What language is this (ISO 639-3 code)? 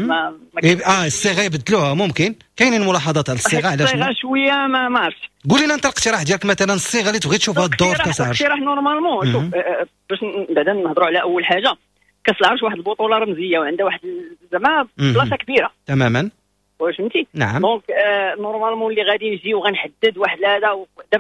ary